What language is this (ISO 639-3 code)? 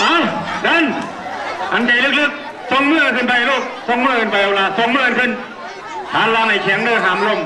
lao